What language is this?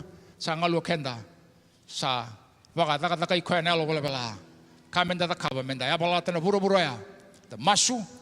Fijian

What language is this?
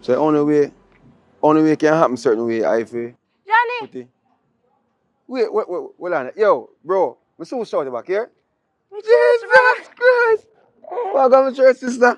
Jamaican Creole English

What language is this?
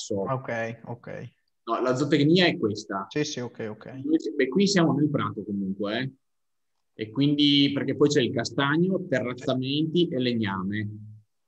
Italian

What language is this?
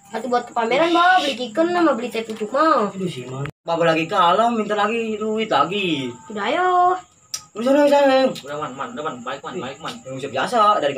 Betawi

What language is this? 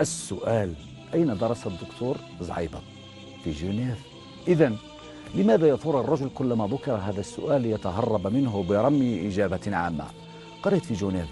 Algerian Arabic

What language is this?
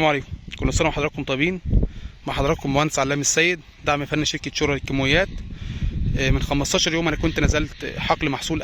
Egyptian Arabic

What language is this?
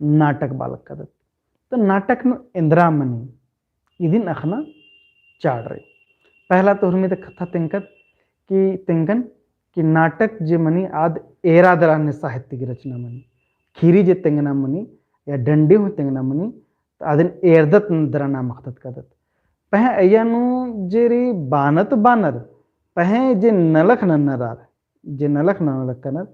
Kurukh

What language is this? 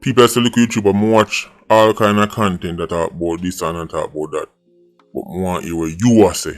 Jamaican Creole English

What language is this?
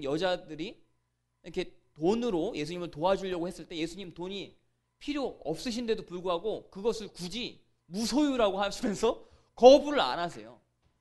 Korean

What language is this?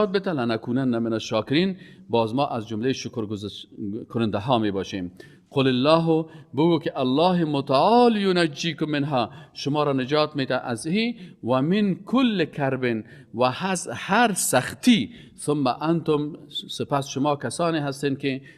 Persian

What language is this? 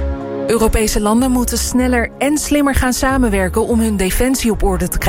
Dutch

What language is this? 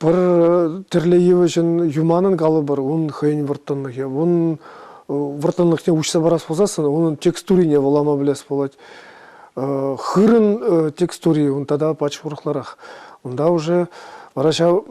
Chuvash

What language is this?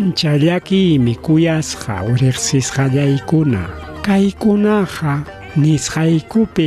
Ayacucho Quechua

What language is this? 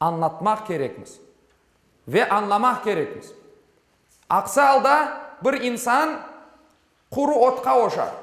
Crimean Tatar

